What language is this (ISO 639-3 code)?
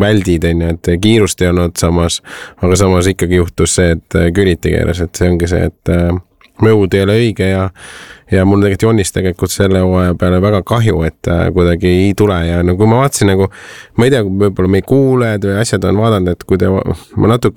est